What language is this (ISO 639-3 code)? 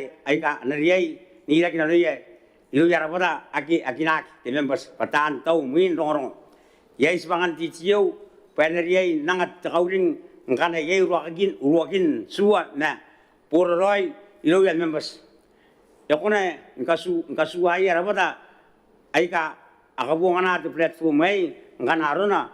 gil